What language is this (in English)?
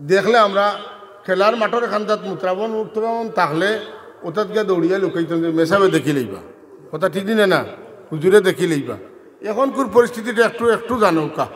Sylheti